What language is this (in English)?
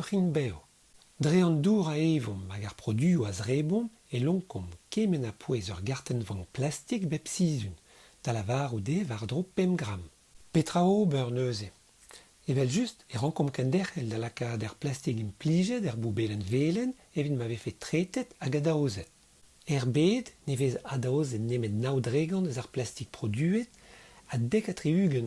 Breton